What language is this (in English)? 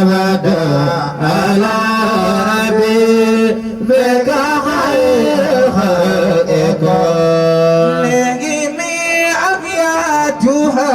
Fula